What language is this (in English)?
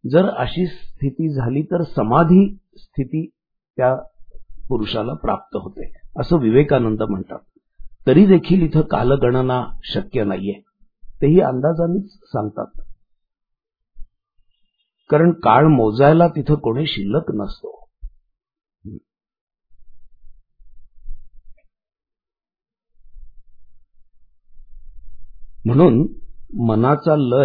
Marathi